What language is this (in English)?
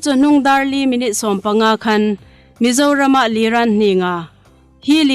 Hmar